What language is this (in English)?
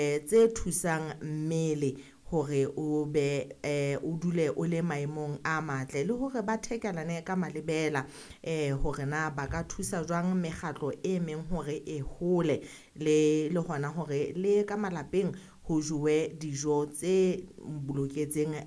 Southern Sotho